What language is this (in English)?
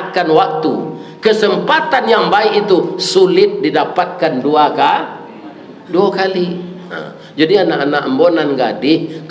Minangkabau